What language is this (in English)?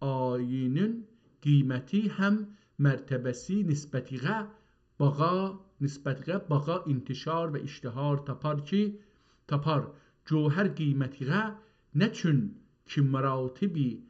South Azerbaijani